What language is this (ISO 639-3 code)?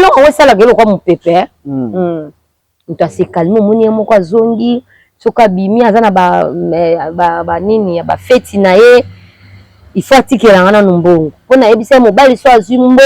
lin